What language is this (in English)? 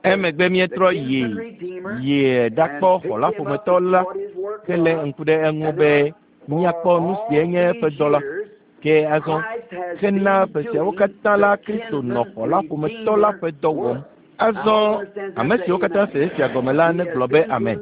Ewe